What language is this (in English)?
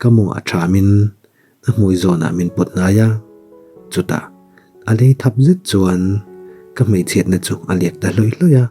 Mizo